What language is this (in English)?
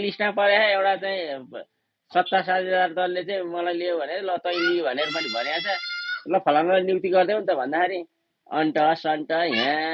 Nepali